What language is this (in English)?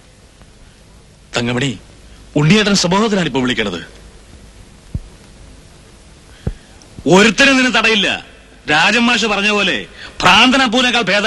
Malayalam